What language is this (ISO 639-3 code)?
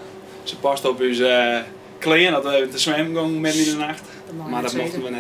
fry